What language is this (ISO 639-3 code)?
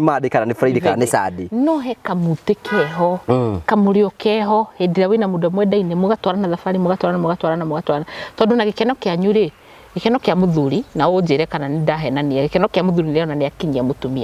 kik